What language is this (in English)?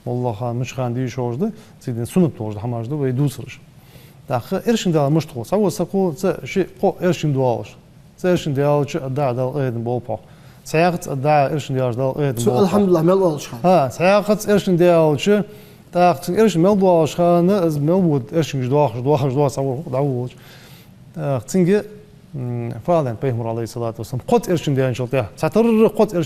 Ingush